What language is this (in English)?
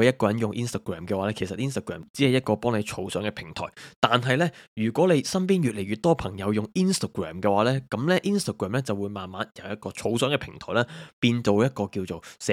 Cantonese